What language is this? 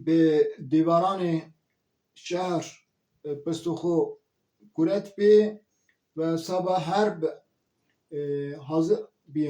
Zaza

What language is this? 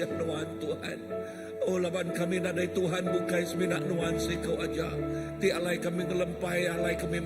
Iban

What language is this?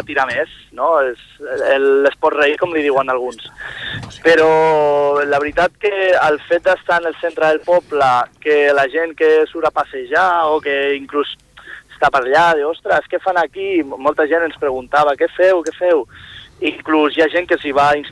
Catalan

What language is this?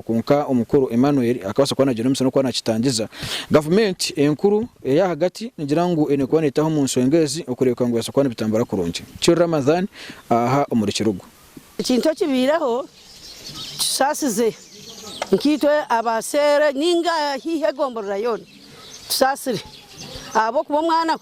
Nyankole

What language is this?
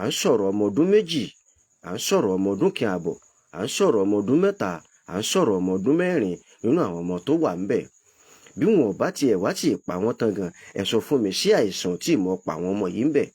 Yoruba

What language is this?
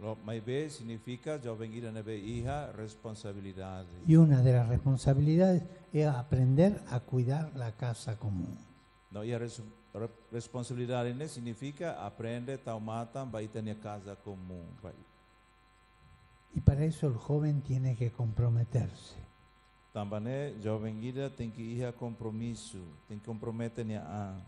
Tetum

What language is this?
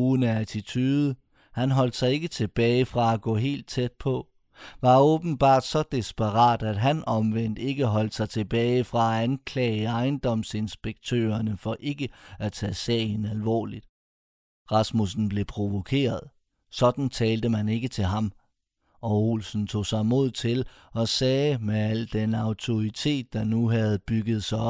Danish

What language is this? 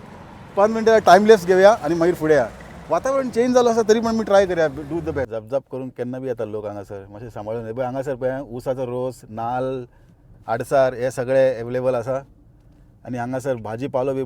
Konkani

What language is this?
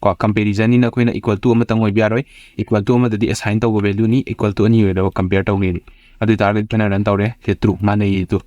Manipuri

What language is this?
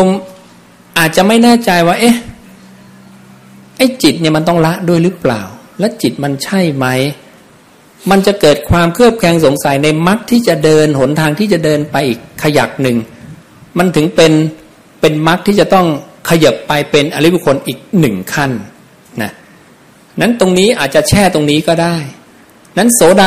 Thai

